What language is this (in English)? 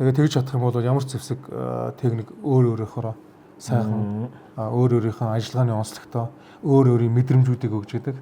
Mongolian